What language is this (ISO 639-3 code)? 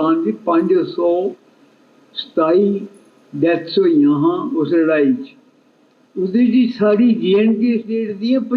doi